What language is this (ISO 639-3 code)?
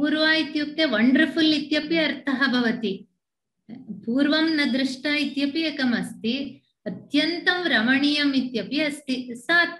san